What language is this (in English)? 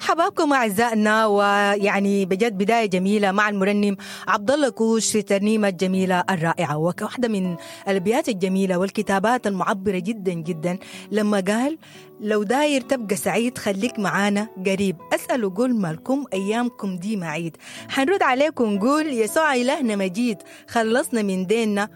Sudanese Arabic